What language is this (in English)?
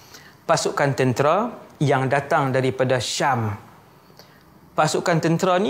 Malay